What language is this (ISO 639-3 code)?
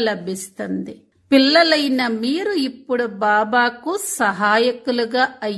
tel